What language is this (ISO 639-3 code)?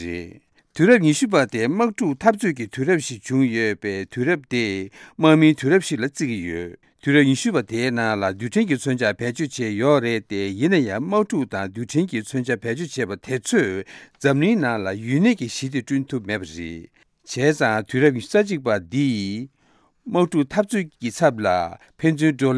bod